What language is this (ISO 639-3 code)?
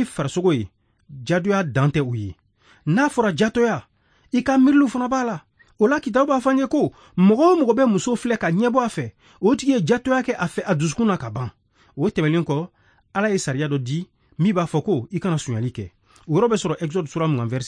bam